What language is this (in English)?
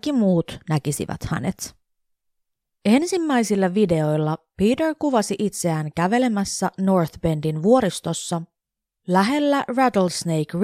Finnish